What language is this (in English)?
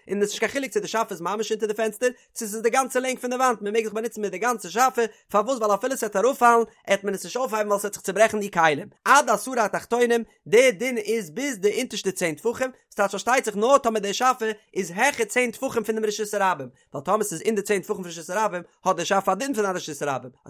Yiddish